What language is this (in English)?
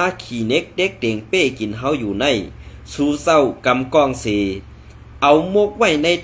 Shan